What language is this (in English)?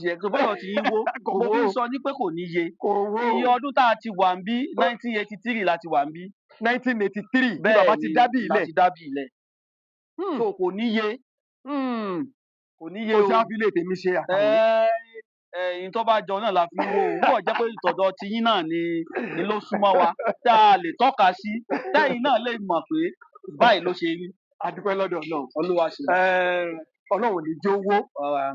Yoruba